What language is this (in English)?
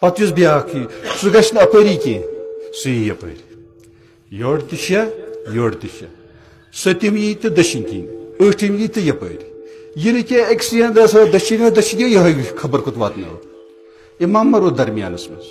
Kashmiri